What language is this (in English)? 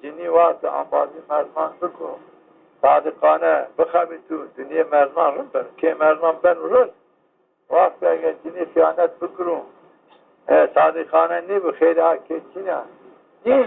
Zaza